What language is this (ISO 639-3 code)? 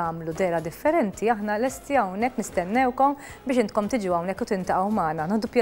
mlt